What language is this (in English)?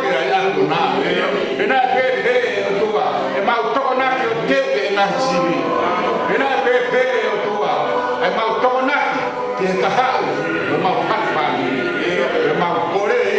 Tongan